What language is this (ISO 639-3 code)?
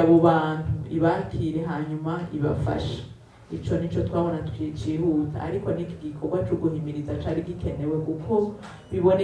run